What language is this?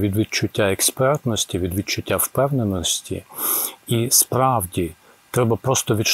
Ukrainian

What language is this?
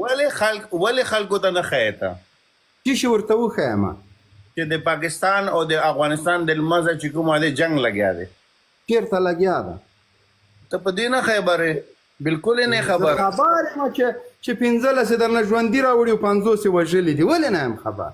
Pashto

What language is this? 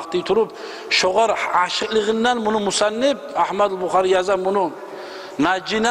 Kumyk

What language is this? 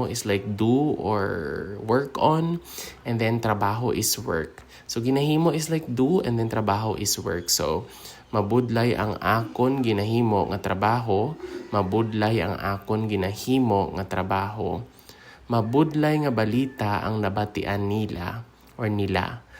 Hiligaynon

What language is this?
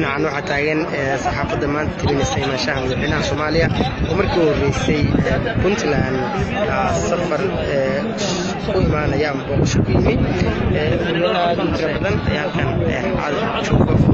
Somali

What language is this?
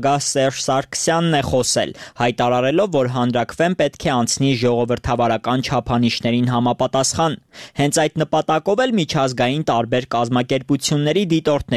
Armenian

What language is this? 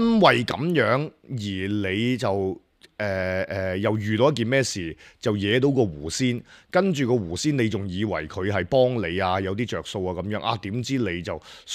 Cantonese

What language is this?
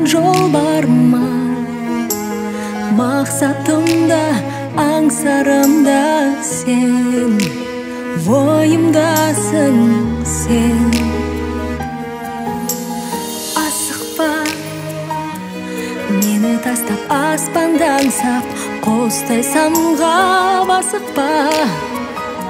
Kazakh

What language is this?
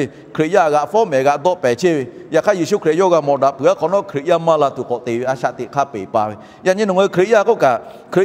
Lahu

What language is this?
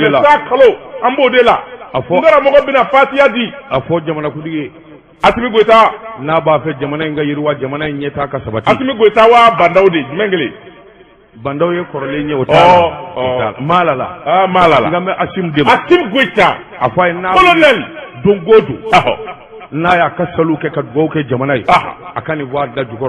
Bambara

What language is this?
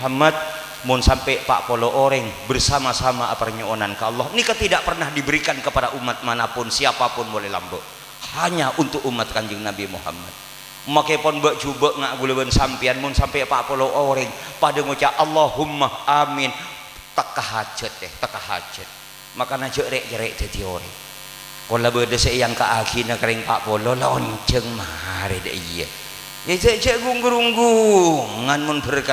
Madurese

